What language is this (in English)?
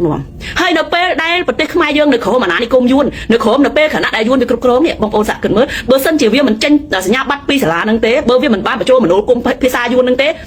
Khmer